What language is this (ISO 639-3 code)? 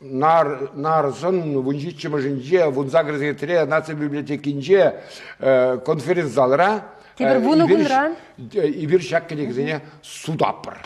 chv